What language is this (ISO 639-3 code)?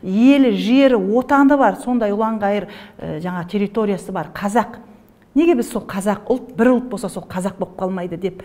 kaz